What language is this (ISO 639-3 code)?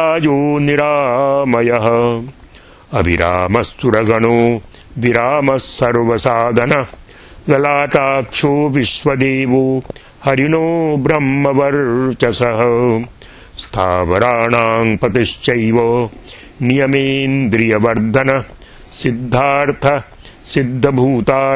san